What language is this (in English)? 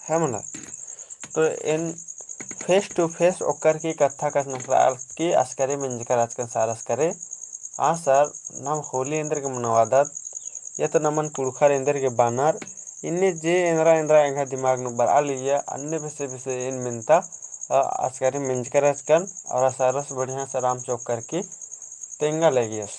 Kurukh